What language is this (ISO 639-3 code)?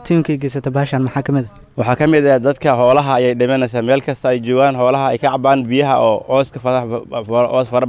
som